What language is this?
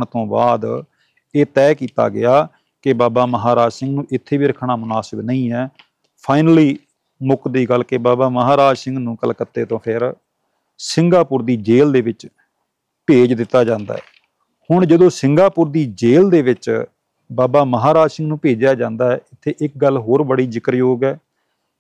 Punjabi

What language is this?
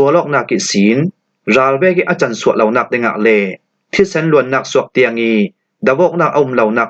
Falam Chin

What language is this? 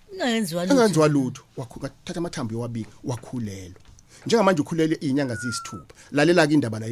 Zulu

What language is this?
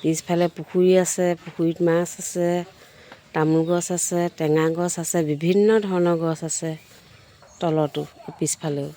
Assamese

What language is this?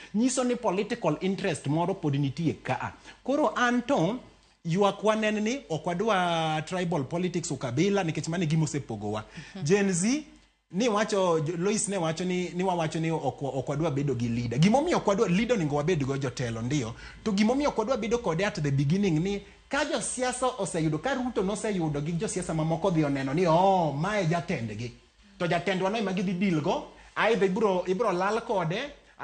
Luo (Kenya and Tanzania)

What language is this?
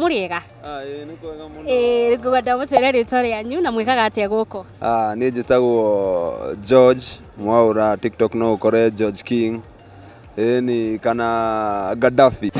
Kikuyu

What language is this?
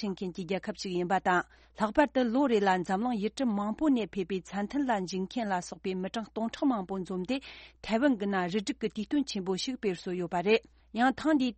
Tibetan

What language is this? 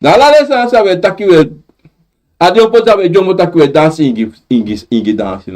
Sranan Tongo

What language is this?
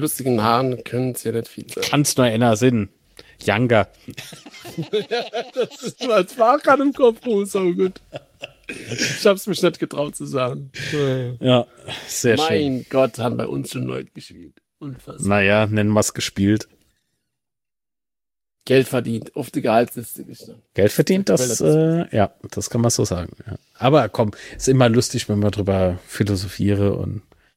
German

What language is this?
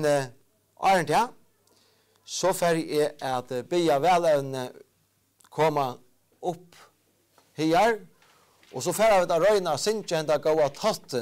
Faroese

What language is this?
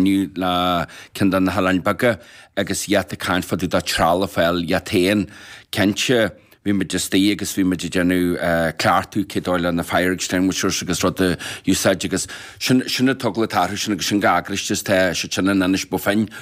Irish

